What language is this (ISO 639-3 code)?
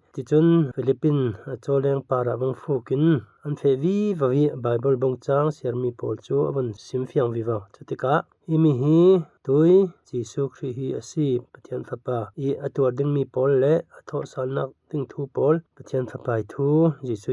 cfm